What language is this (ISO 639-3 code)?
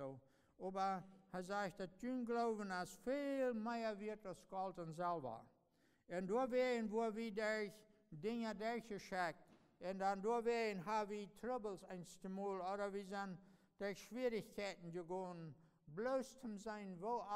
pdt